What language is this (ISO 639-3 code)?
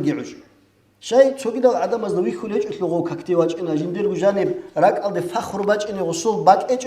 ava